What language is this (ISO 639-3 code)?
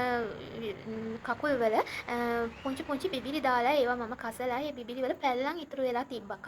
sin